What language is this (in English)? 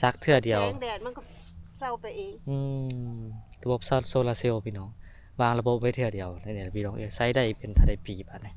Lao